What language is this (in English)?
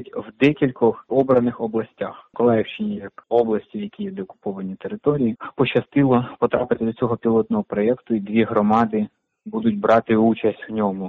Ukrainian